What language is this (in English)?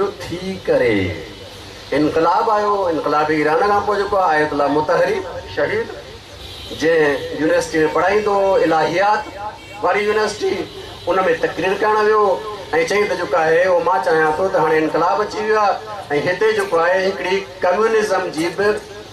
Sindhi